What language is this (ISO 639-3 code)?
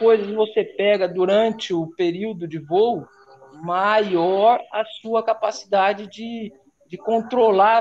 por